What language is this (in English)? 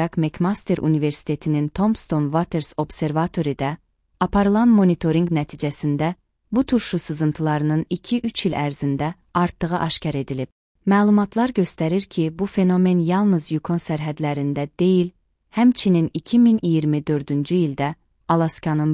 Azerbaijani